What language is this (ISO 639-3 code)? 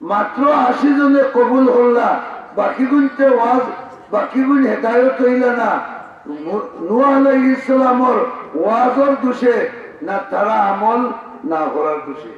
syl